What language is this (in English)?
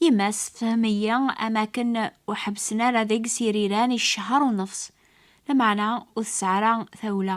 Kabyle